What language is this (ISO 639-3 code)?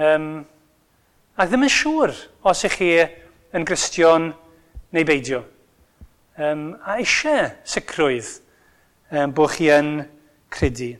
cym